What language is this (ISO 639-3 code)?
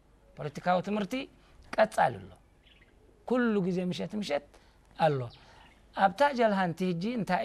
tir